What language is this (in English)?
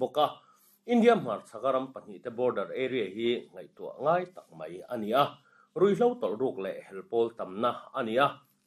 Mizo